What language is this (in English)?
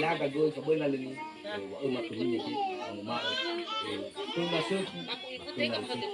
Nias